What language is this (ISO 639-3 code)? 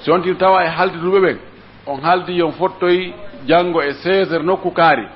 fuf